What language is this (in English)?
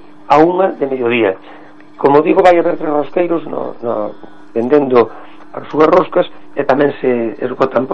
Galician